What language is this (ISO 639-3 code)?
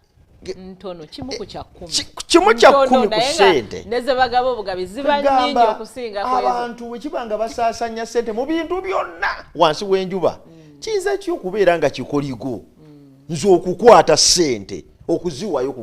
lug